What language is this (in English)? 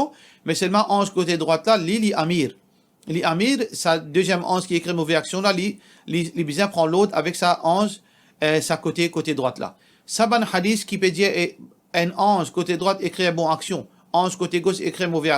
Morisyen